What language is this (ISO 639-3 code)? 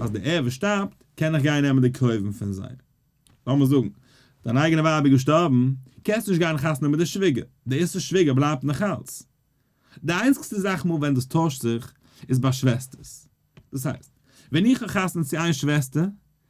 yid